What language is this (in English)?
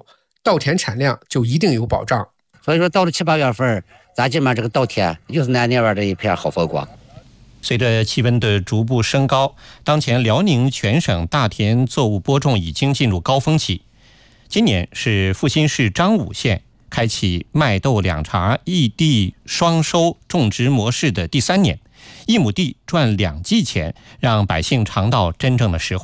Chinese